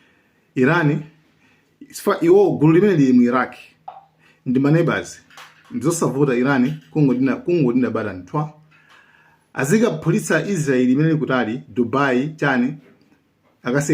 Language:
Nyanja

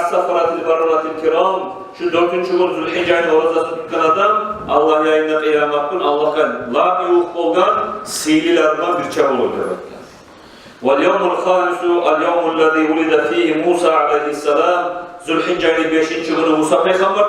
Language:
Kumyk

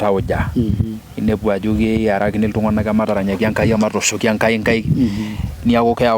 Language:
Masai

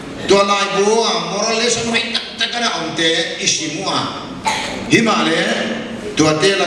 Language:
Paite Chin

